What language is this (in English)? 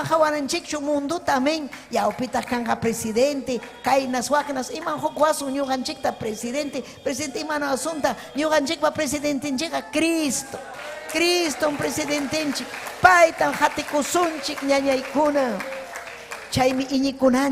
Ayacucho Quechua